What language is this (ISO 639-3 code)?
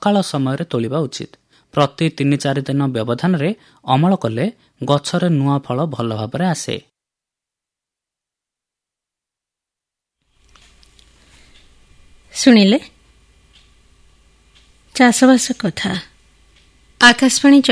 ori